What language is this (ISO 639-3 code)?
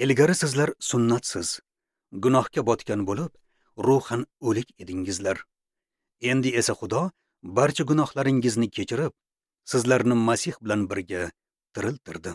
uzb